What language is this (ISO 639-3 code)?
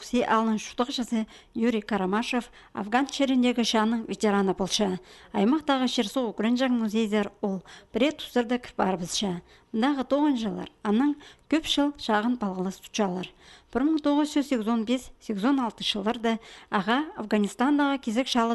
kjh